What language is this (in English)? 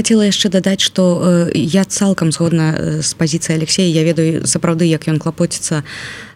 Belarusian